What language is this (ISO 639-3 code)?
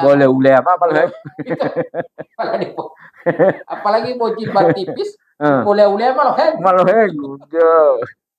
gor